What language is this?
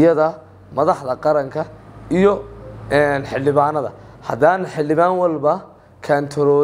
Somali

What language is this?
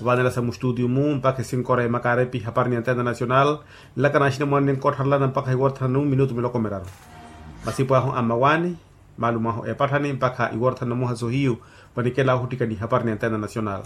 Makhuwa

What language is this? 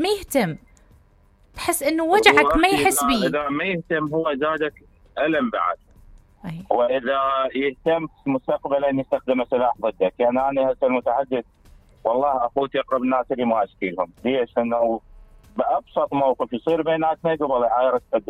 Mesopotamian Arabic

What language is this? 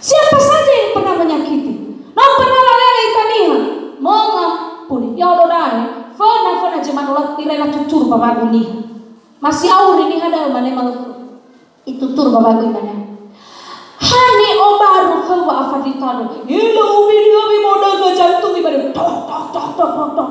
Nias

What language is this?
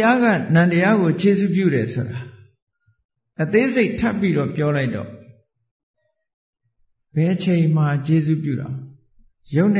Burmese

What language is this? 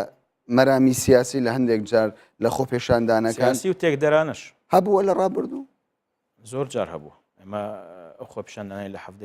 Central Kurdish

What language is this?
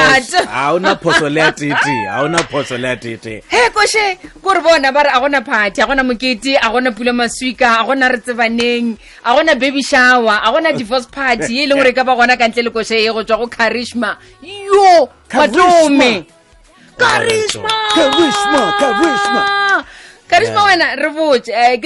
Northern Sotho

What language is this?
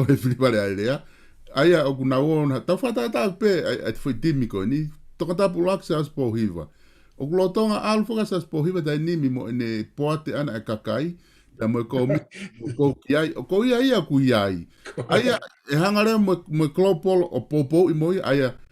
Tongan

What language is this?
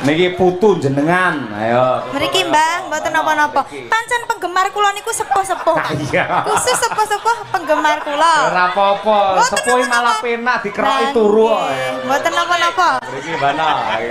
Javanese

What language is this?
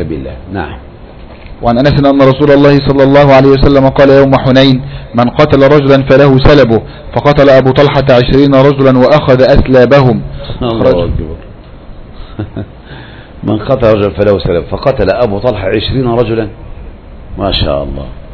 Arabic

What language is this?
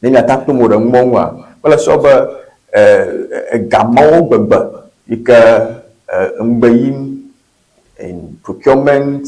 Ewe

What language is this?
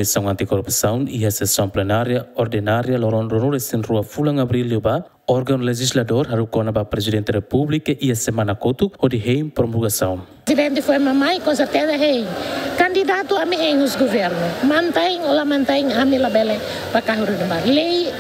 Tetum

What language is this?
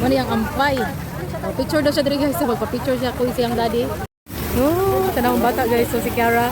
Cebuano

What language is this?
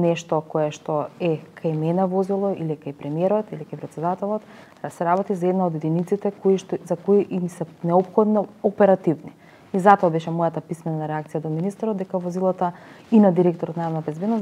Macedonian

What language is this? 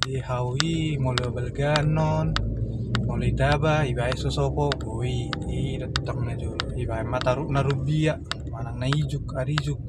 Batak Toba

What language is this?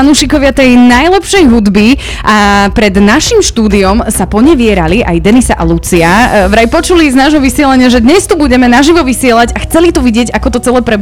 Slovak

